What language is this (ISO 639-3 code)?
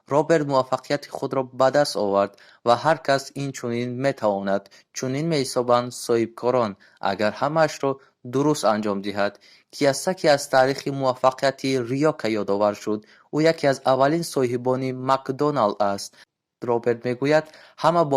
tgk